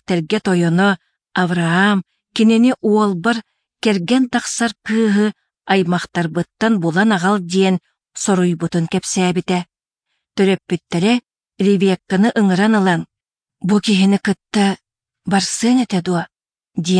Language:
Yakut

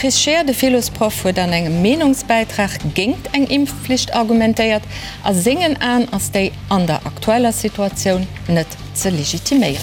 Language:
Luxembourgish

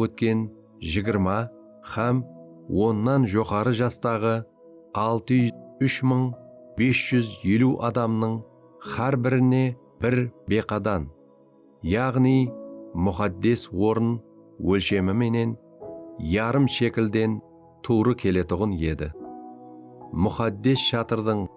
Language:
Kara-Kalpak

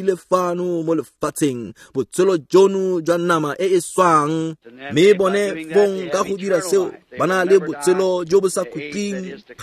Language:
Tswana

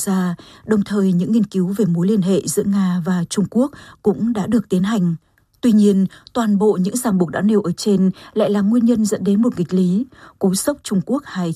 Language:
Vietnamese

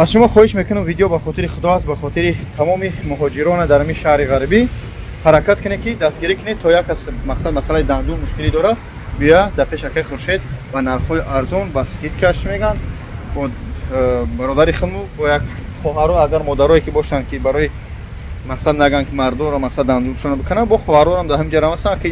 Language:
Tajik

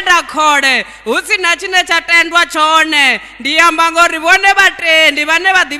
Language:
Venda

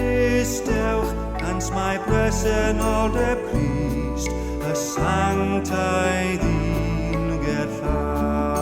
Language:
Welsh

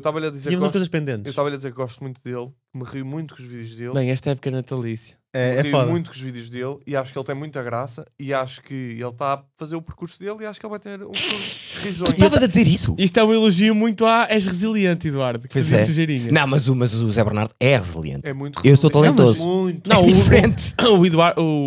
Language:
Portuguese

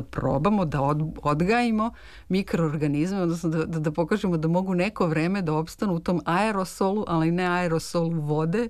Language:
Serbian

